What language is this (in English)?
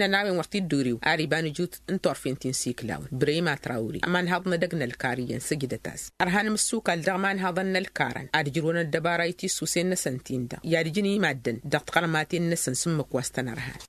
Tamasheq